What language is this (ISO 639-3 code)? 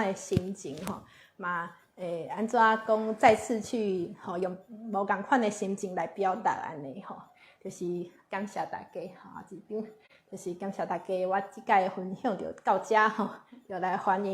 nan